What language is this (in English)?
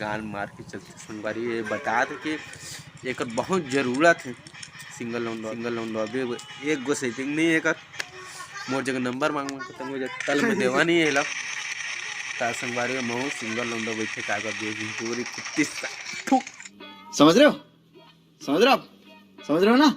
Chhattisgarhi